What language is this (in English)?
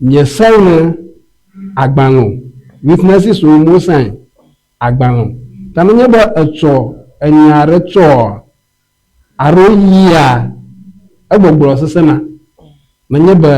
Ewe